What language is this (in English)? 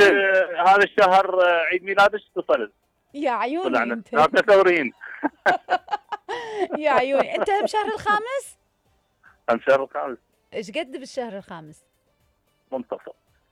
Mesopotamian Arabic